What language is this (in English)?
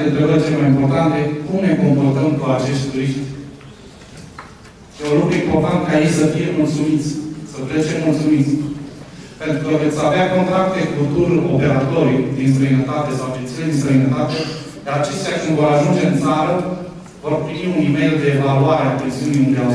Romanian